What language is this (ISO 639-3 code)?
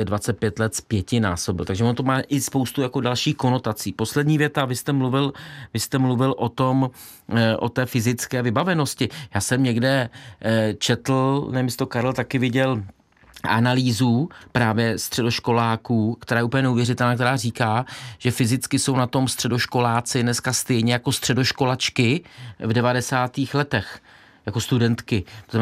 ces